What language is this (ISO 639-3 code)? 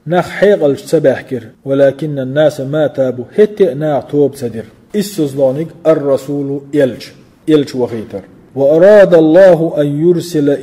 che